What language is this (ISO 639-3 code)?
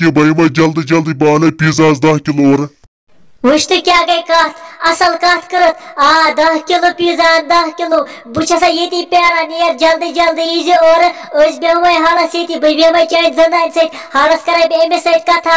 kas